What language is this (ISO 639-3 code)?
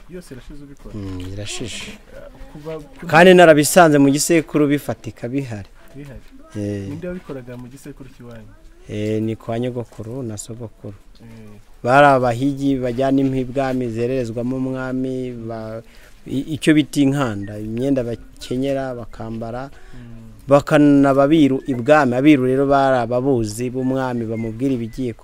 kin